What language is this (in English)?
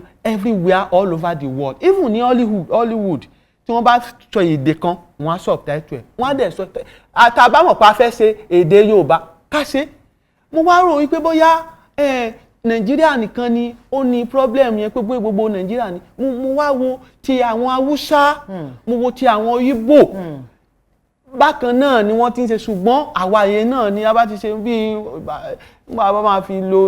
Yoruba